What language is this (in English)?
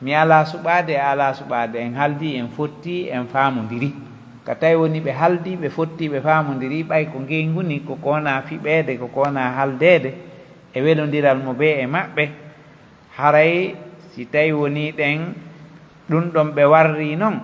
Pular